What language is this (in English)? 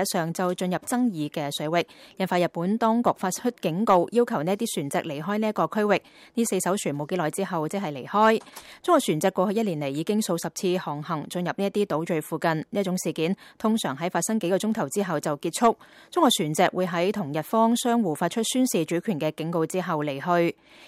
Cantonese